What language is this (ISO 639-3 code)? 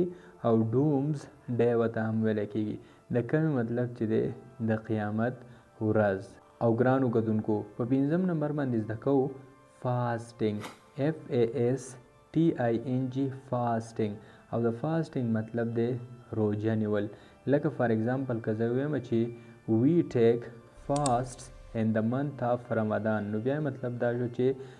pus